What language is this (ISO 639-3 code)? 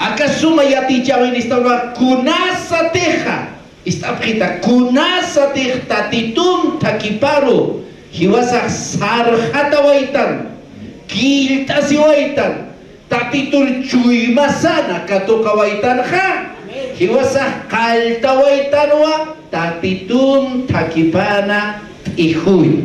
aym